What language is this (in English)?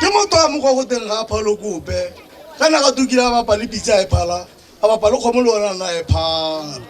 Tswana